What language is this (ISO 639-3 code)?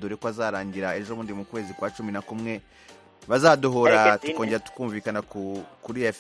kin